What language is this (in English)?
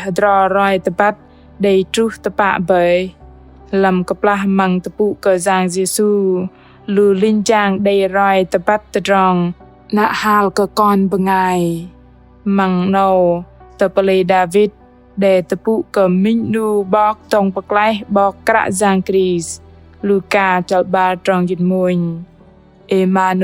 Bahnar